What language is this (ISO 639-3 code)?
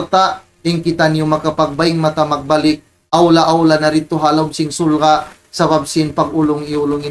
tsg